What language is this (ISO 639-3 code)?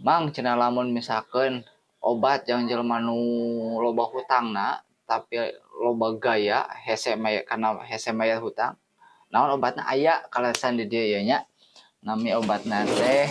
sun